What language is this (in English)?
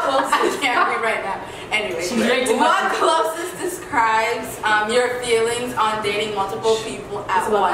English